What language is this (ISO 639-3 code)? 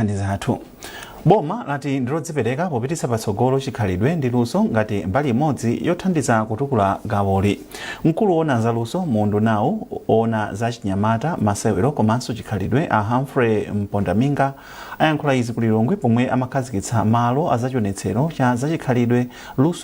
nya